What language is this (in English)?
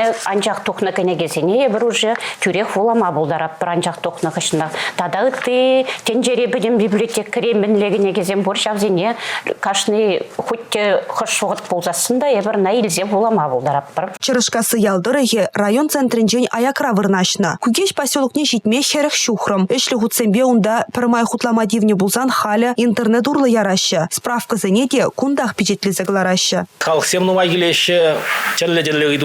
Chuvash